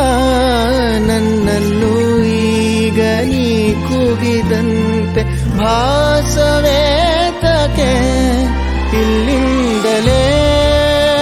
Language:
Kannada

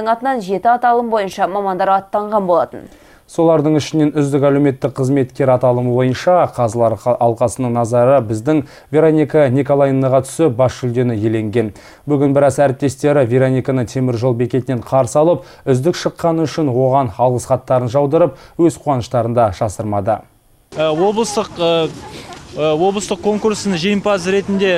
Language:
Kazakh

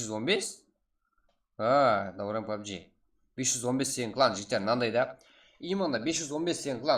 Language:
Kara-Kalpak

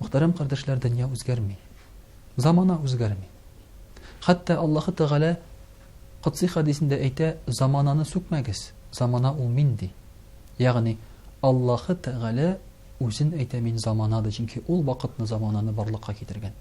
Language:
Tatar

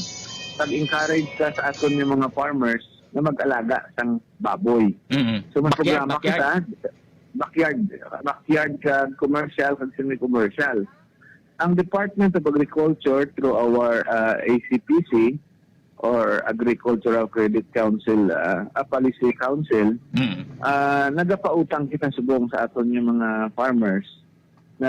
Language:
Hiligaynon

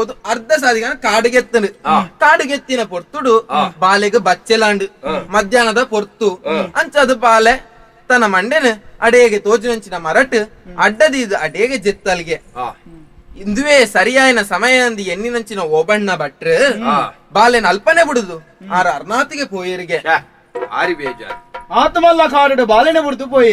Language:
Tulu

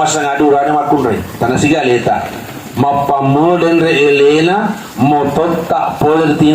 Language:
Buginese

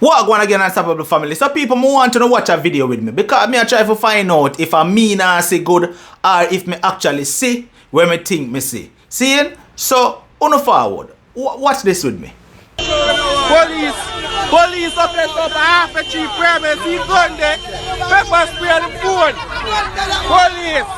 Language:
Jamaican Creole English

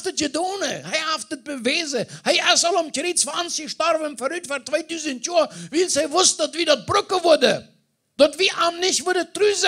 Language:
Plautdietsch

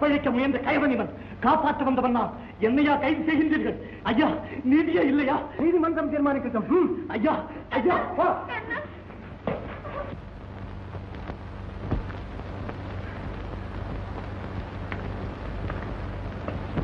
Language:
Tamil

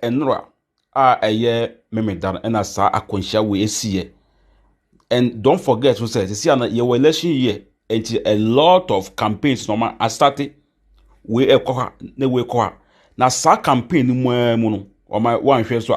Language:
Akan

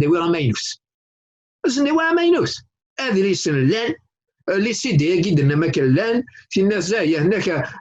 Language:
Kabyle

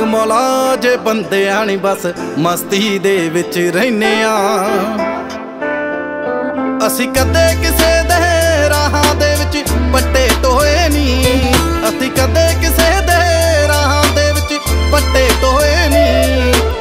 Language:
Punjabi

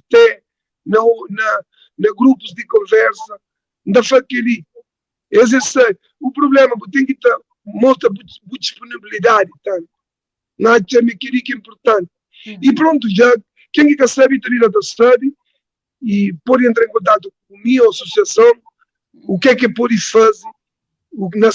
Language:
Kabuverdianu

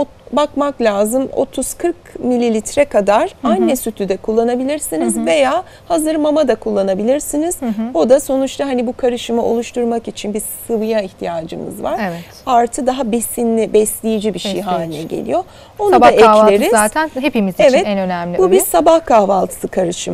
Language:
Turkish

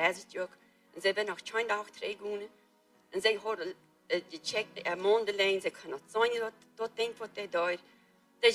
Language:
Plautdietsch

